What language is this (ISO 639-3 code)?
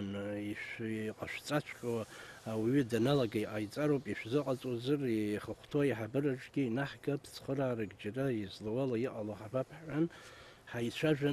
abk